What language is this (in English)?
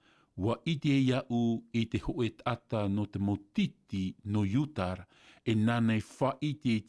Tahitian